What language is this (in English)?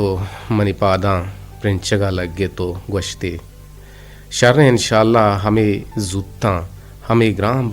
Eastern Balochi